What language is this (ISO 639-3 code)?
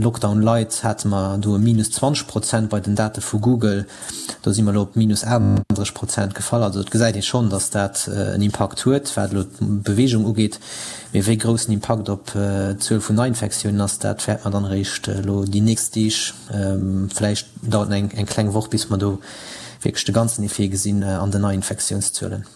ltz